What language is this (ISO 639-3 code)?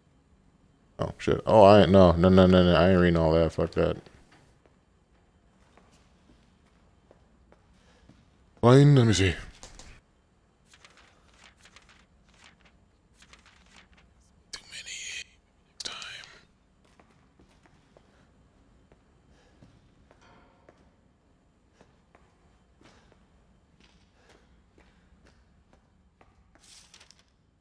eng